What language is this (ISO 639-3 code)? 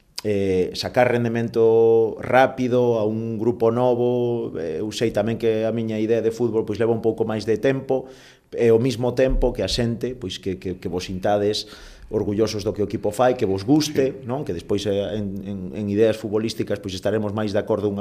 glg